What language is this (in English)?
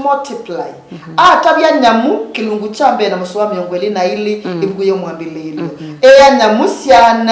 Kamba